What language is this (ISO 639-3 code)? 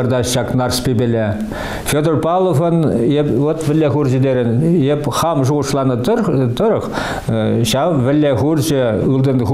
chv